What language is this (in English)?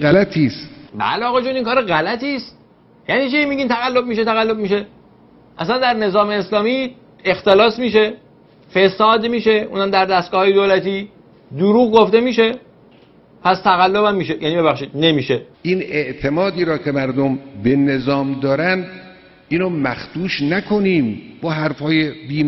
Persian